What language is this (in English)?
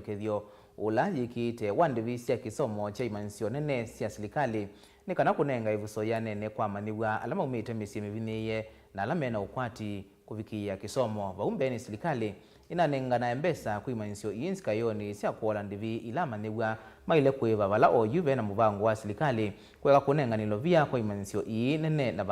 Kamba